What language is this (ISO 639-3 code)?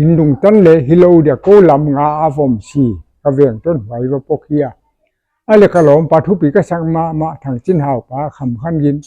pck